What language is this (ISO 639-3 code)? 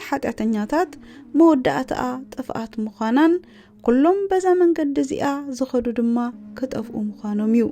tir